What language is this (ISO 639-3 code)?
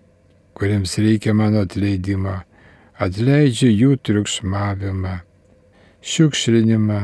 lit